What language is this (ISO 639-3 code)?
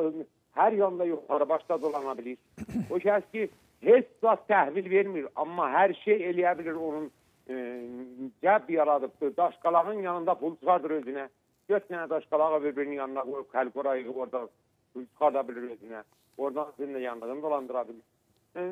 aze